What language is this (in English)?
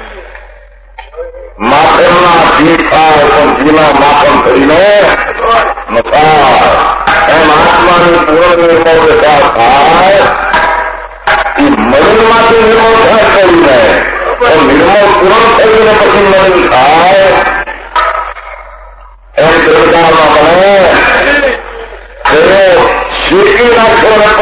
Gujarati